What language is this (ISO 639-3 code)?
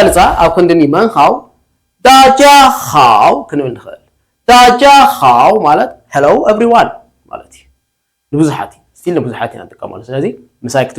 tir